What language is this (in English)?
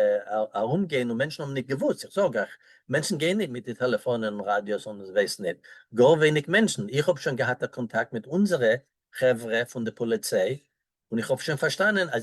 Yiddish